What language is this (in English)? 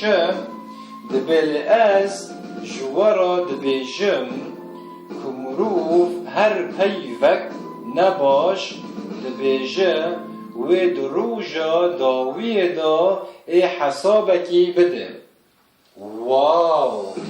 Kurdish